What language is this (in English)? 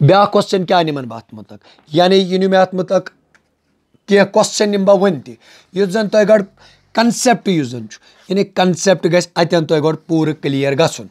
Kashmiri